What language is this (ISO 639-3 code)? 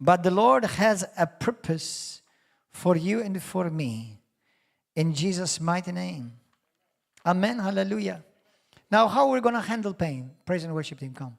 eng